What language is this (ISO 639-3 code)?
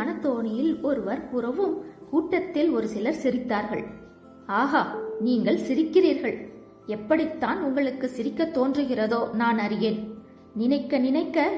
tam